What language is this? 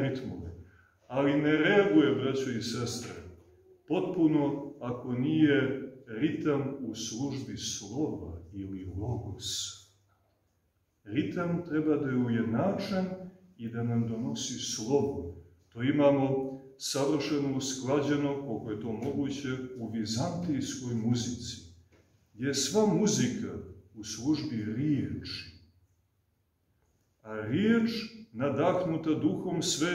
Serbian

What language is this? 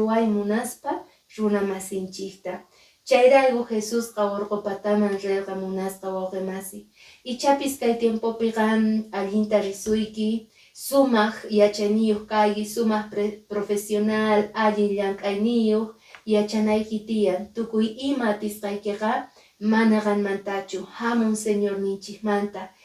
Quechua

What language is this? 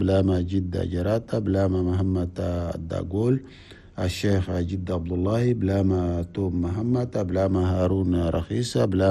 Chadian Arabic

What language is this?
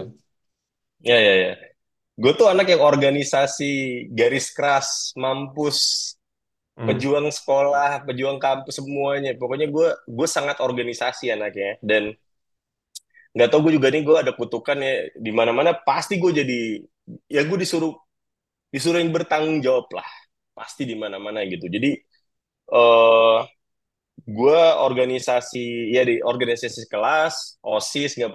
Indonesian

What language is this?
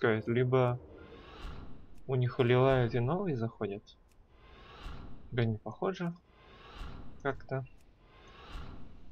Russian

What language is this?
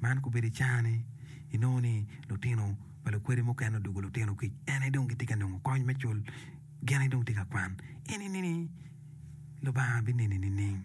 Acoli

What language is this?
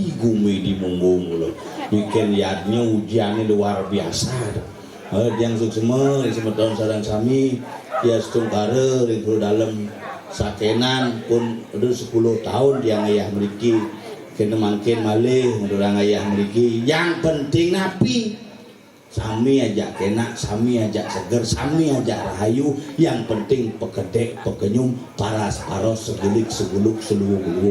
Balinese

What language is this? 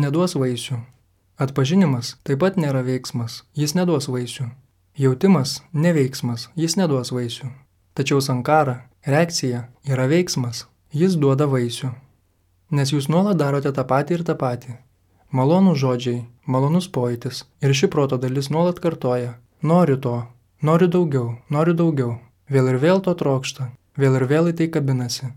Lithuanian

